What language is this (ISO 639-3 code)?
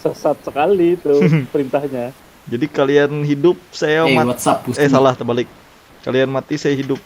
bjn